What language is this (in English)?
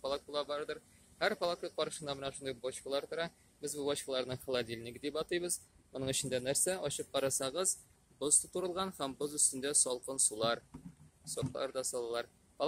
Tatar